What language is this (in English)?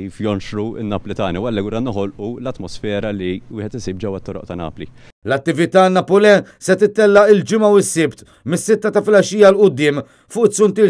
Maltese